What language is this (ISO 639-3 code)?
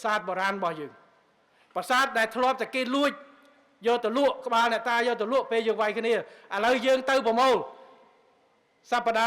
khm